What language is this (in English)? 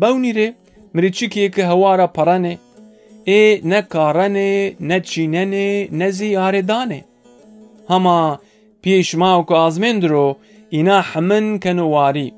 Zaza